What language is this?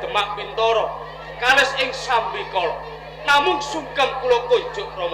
Javanese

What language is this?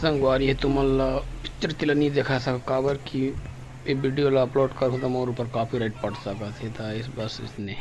Chhattisgarhi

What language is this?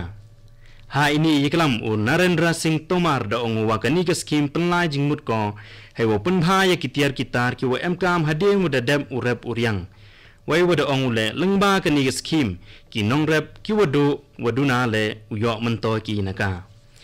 Khasi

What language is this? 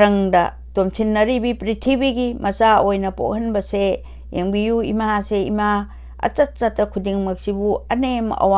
Manipuri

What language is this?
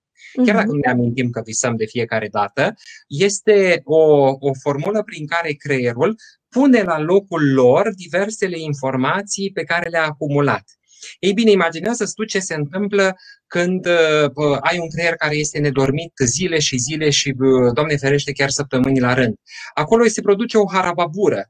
Romanian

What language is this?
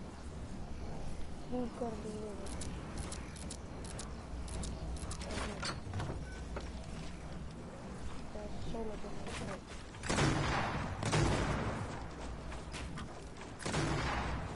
Icelandic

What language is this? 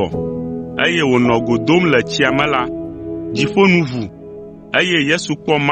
Ewe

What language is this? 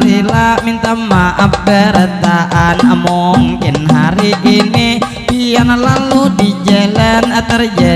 Banjar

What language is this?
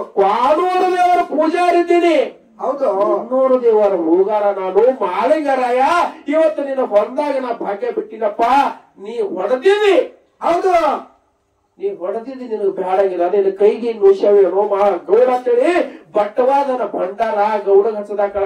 Kannada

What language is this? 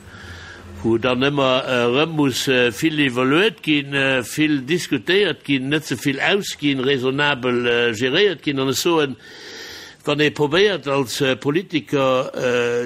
Luxembourgish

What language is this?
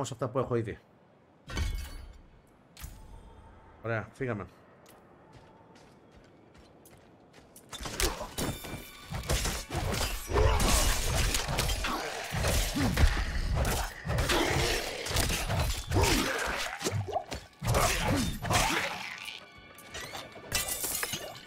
Greek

